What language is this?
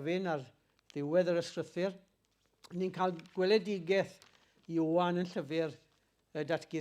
Welsh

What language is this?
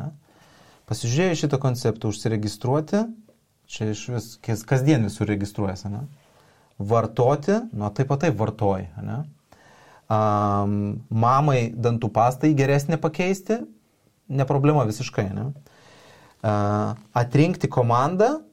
Lithuanian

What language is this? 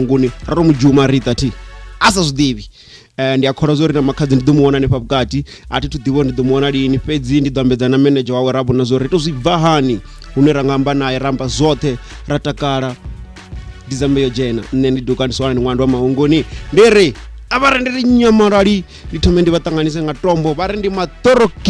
Venda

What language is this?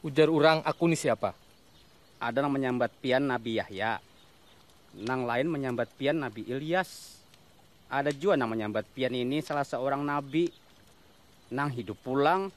Banjar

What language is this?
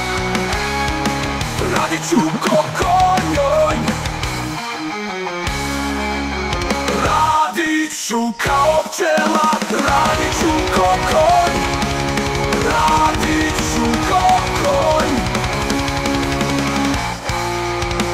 Slovak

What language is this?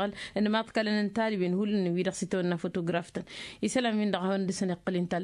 Tamasheq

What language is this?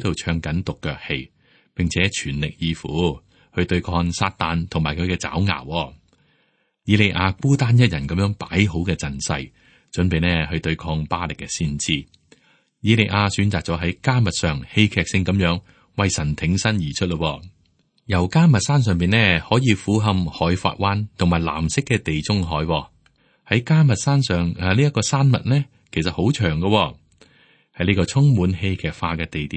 Cantonese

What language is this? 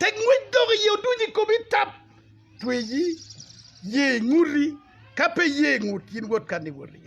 Acoli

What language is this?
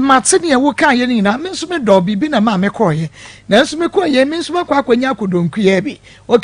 Akan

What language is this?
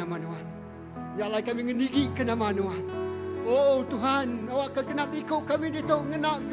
Iban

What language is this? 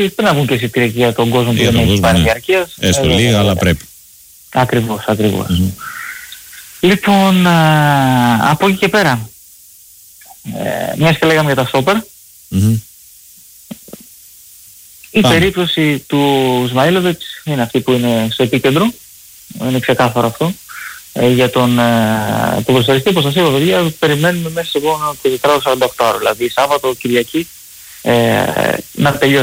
Greek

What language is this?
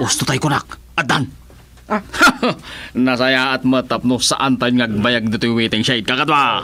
Iloko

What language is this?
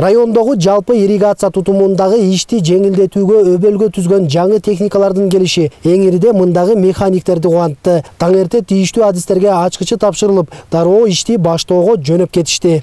Kyrgyz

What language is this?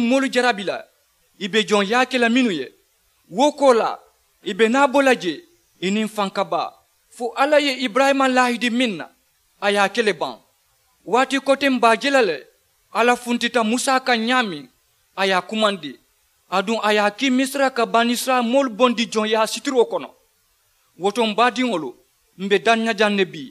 Mandingo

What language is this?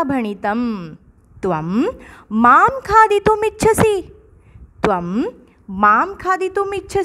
Sanskrit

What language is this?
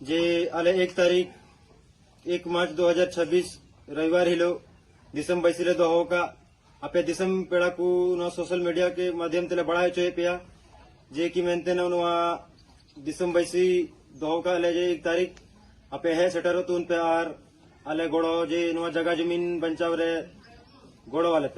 Santali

